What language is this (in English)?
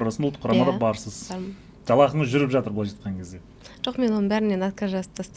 Kazakh